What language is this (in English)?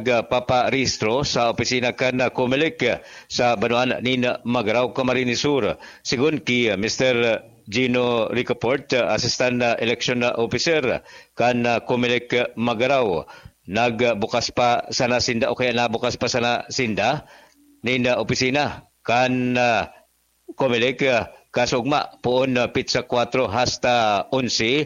Bikol